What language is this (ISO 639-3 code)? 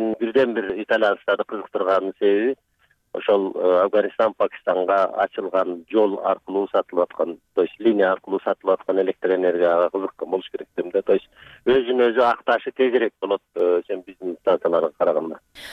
kir